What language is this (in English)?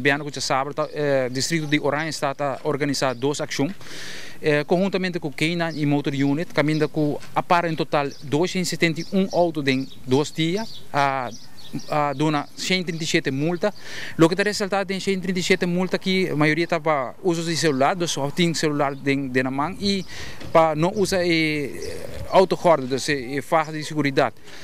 Papiamento